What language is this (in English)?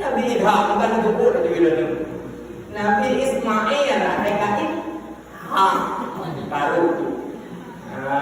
Achinese